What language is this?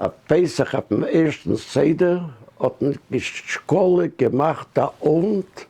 Yiddish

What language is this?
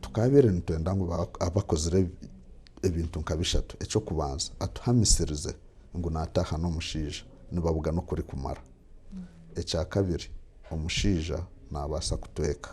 Nyankole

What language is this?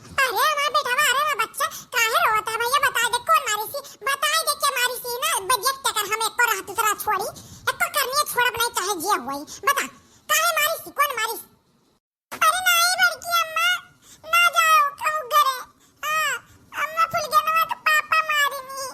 Awadhi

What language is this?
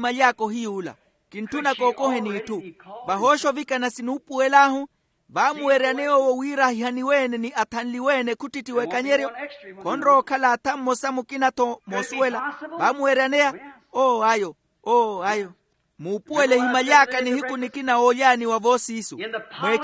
Makhuwa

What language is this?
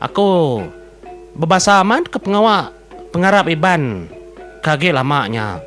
Iban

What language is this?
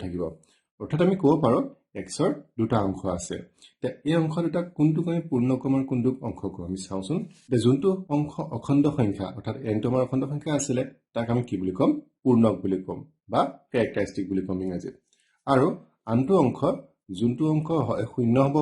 Assamese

